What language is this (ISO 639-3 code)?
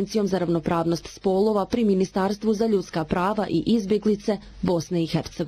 bos